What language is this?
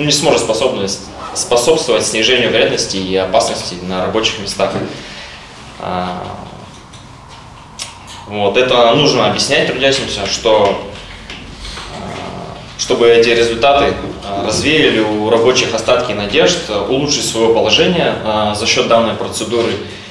Russian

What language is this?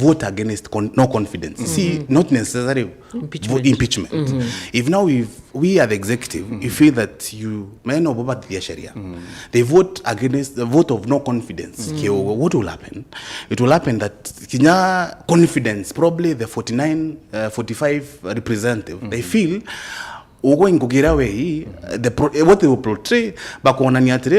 Meru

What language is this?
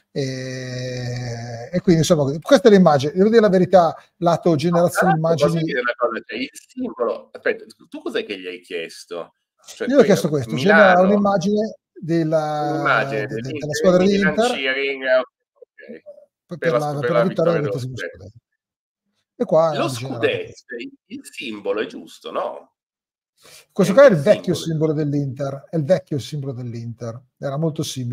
Italian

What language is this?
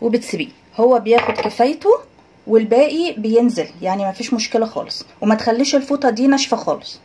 Egyptian Arabic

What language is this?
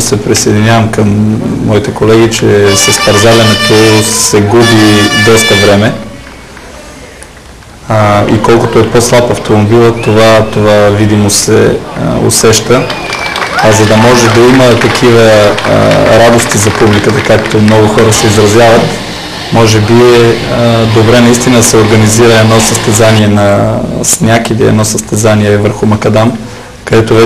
Bulgarian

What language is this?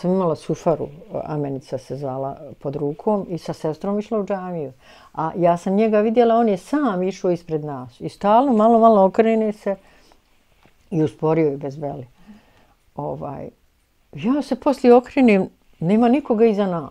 Bosnian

